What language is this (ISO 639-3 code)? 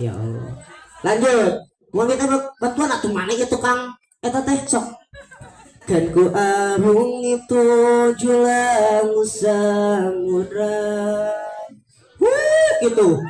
sun